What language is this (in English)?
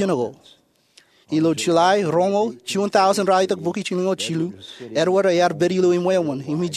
Marshallese